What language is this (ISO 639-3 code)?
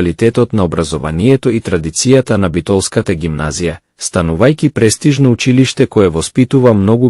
mkd